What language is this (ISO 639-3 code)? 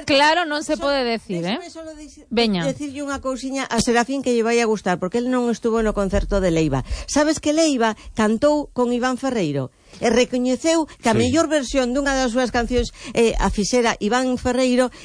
glg